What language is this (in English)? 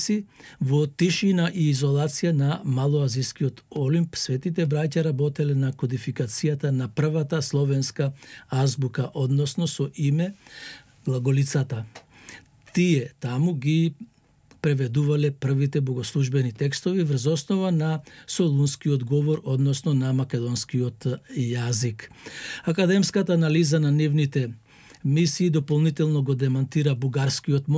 Macedonian